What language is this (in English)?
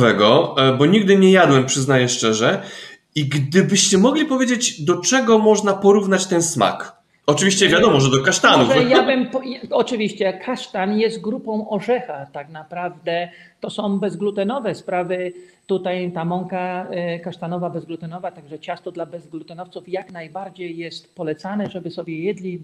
Polish